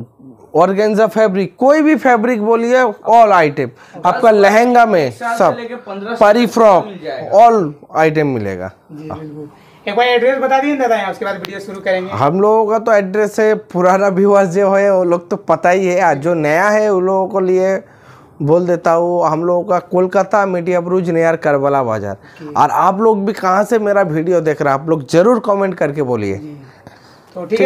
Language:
Hindi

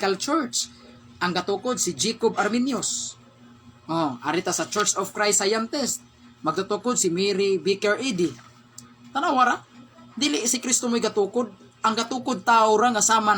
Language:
Cebuano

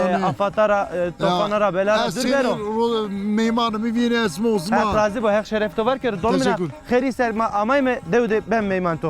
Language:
Zaza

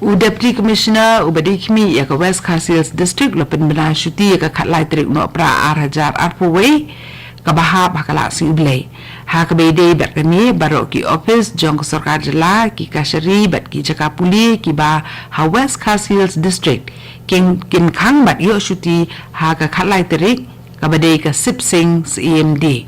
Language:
Khasi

